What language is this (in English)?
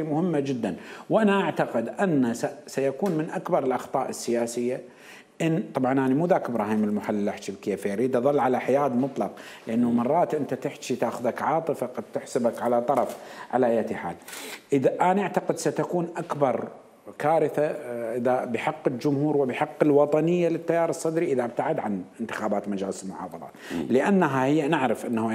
Mesopotamian Arabic